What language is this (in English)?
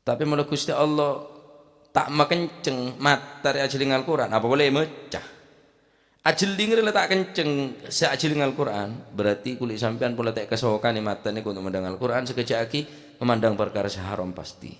Madurese